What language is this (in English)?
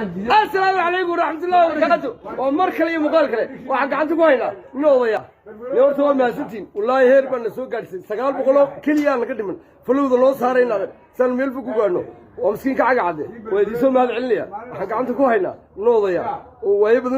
Somali